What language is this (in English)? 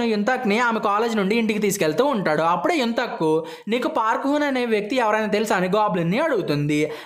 Telugu